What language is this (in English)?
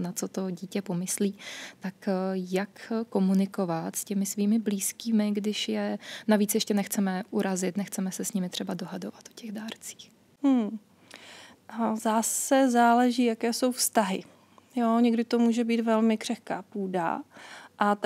Czech